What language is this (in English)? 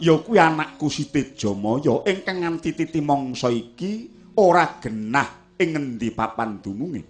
Javanese